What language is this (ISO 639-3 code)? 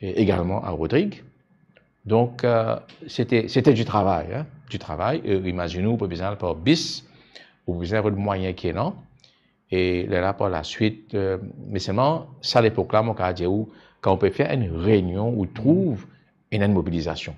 mfe